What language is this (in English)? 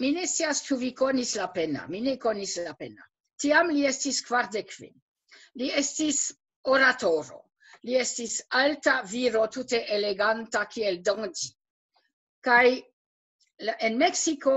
Esperanto